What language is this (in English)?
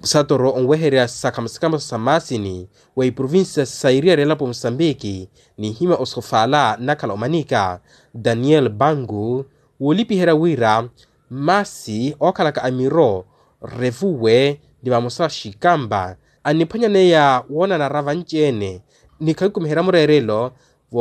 Makhuwa